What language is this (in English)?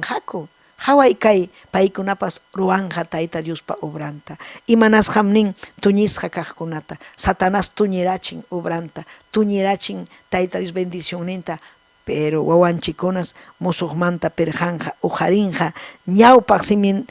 Ayacucho Quechua